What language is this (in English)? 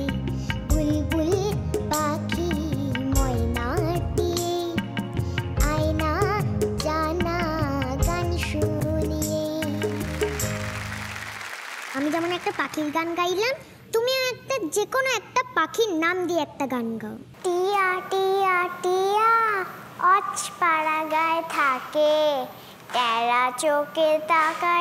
Bangla